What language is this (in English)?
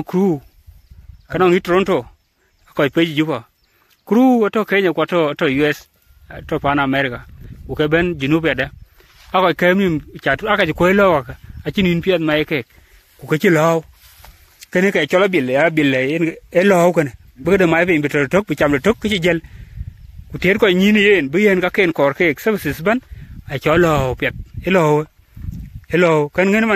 Dinka